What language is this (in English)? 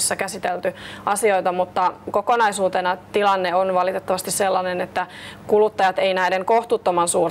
Finnish